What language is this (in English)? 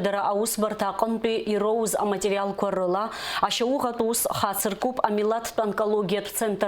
Abkhazian